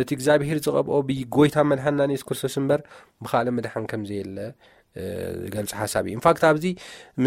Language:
Tigrinya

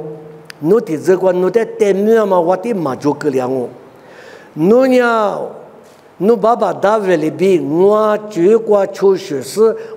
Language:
Lisu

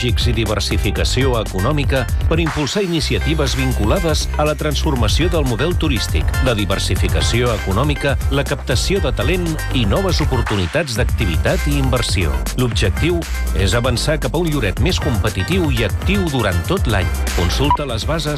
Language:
Catalan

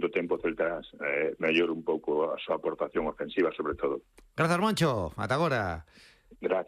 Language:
Galician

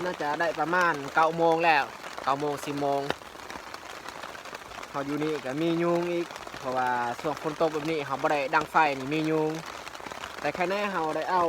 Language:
Lao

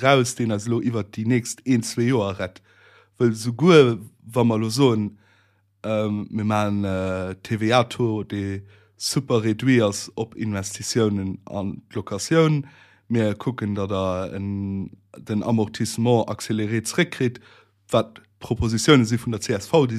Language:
Luxembourgish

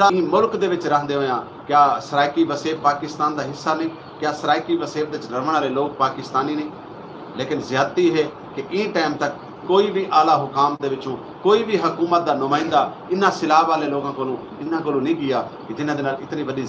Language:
Saraiki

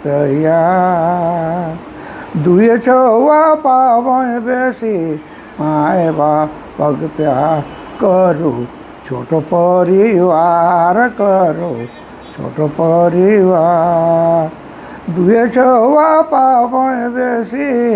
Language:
Sadri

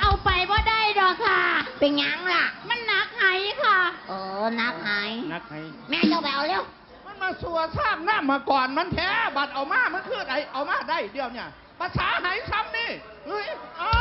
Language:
Northeastern Thai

